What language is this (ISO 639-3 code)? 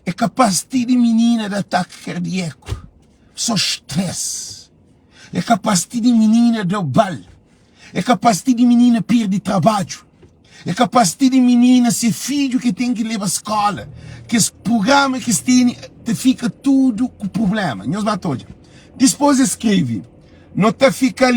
kea